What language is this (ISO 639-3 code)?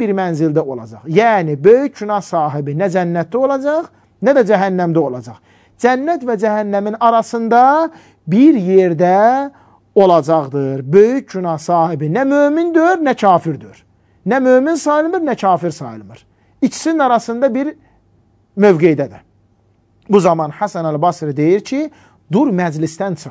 aze